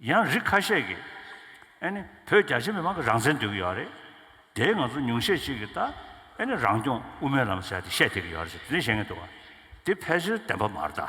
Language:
Tibetan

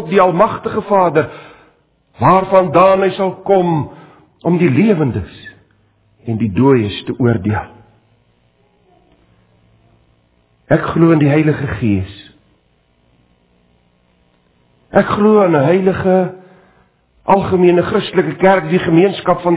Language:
Afrikaans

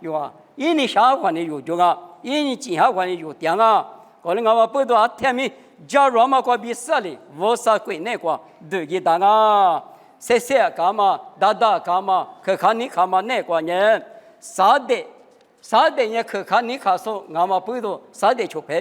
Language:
Lisu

